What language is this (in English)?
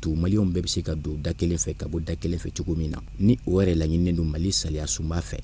Bambara